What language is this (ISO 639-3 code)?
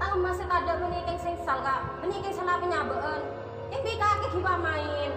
mad